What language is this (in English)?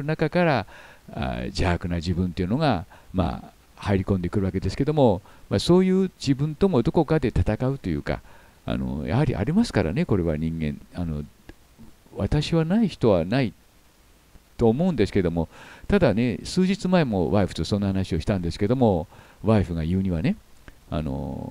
Japanese